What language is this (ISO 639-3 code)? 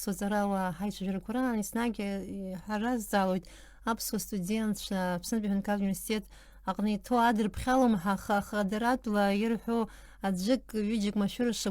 abk